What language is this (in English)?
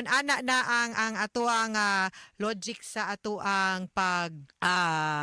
Cebuano